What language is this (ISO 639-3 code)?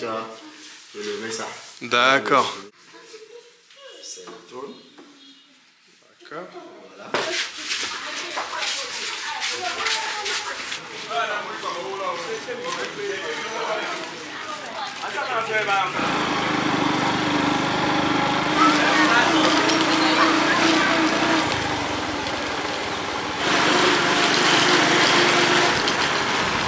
fra